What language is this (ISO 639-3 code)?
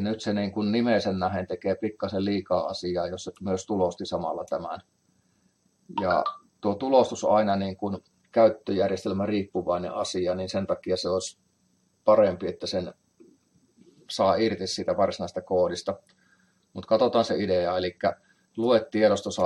fin